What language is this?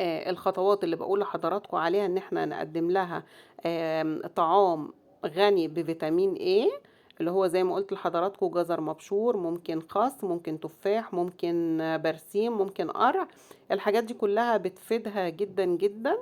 Egyptian Arabic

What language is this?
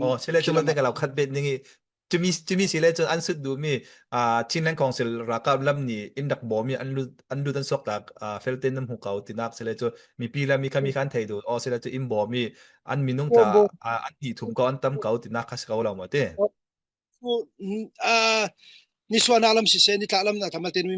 Falam Chin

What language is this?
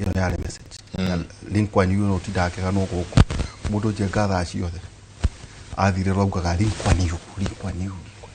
Kikuyu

